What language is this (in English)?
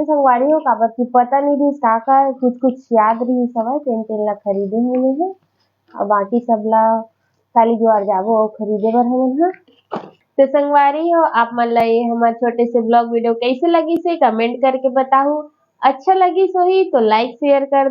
Chhattisgarhi